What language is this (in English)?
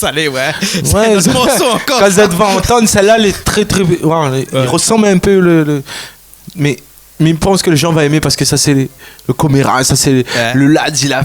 Réunion Creole French